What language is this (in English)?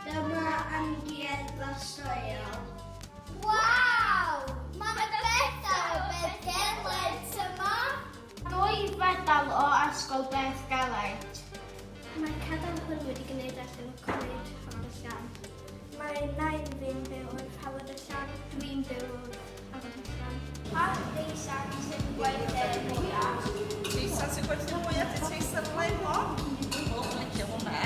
Welsh